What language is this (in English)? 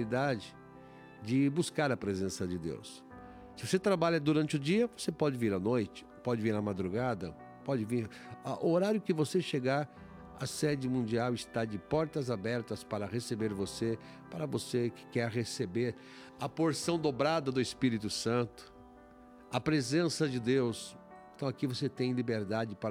Portuguese